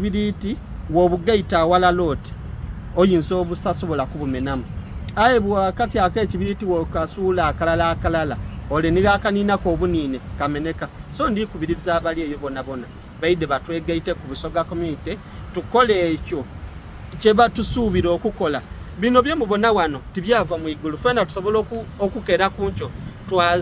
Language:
Soga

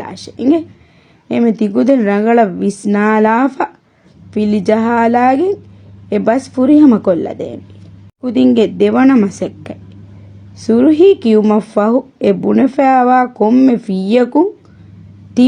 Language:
Divehi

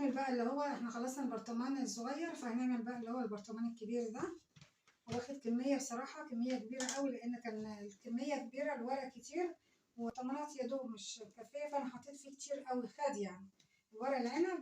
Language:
Egyptian Arabic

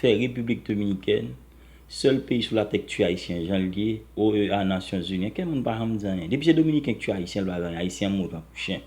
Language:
Haitian Creole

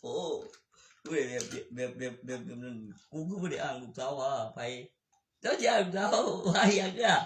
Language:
Northeastern Thai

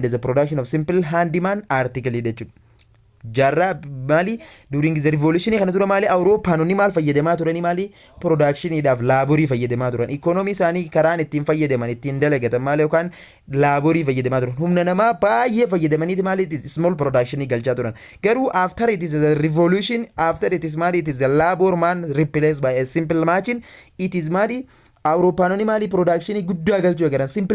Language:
Oromo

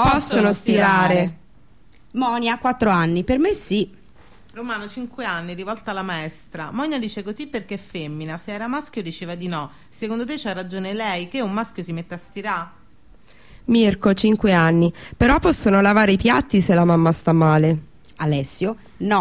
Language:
Italian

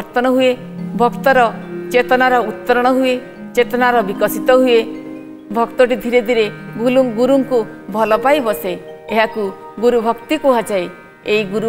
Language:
Odia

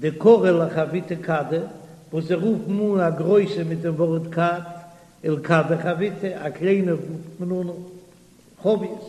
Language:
Yiddish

